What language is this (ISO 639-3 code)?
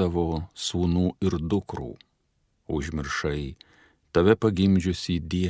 lit